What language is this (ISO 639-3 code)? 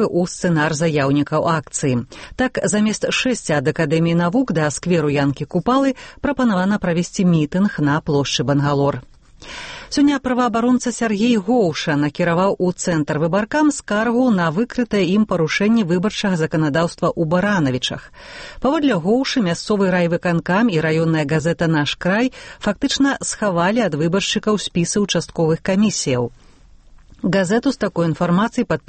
bel